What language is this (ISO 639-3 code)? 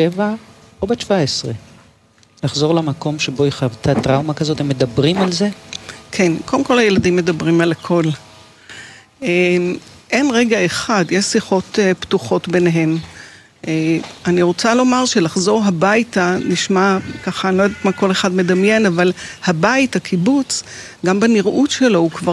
heb